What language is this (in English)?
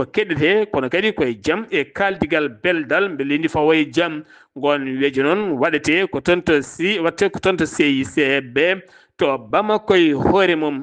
Fula